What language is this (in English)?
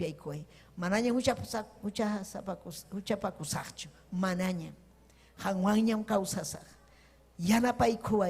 Ayacucho Quechua